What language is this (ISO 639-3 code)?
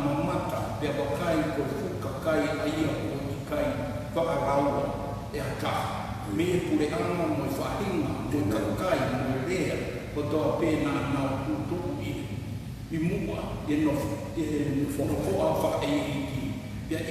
ton